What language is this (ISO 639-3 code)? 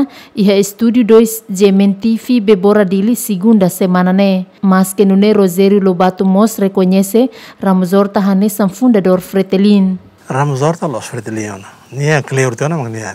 tet